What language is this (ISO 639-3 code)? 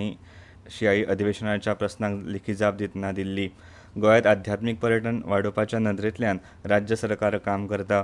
kok